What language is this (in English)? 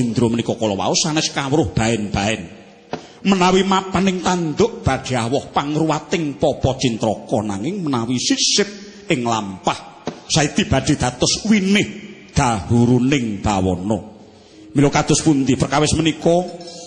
Javanese